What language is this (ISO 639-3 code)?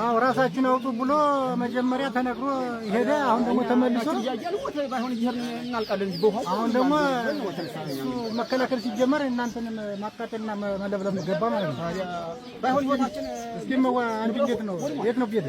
amh